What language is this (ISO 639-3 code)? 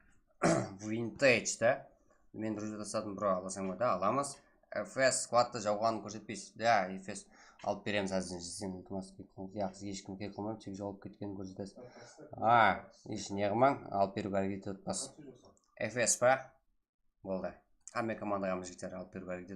kaa